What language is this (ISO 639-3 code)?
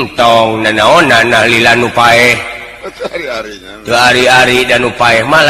sun